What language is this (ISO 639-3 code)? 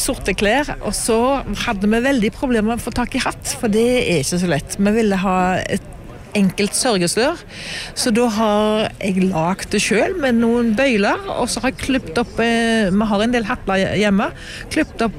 nor